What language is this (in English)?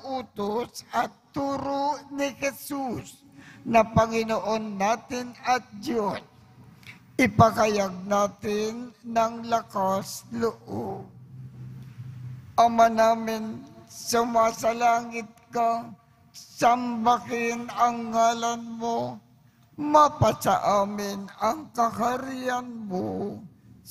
Filipino